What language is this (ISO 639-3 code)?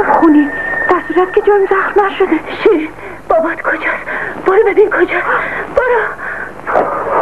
fas